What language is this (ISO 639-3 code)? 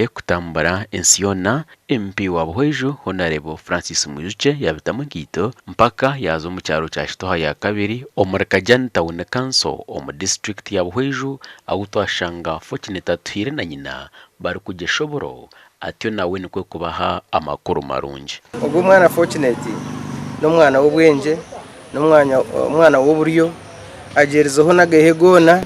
nyn